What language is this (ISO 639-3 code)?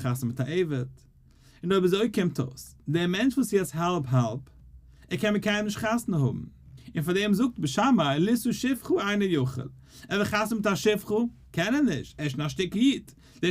yid